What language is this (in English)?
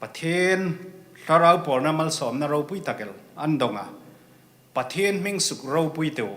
Hmar